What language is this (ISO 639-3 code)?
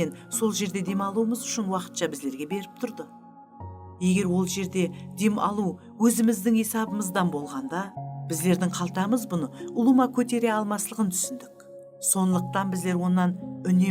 kaa